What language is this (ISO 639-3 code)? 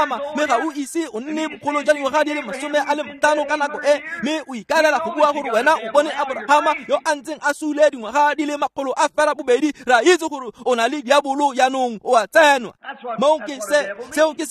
tsn